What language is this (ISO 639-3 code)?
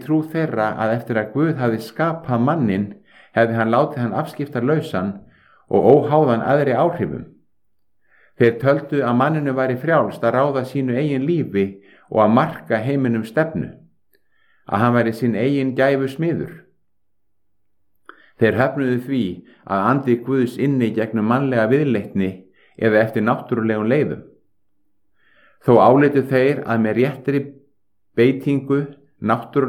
isl